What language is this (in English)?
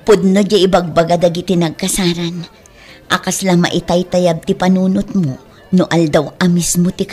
Iloko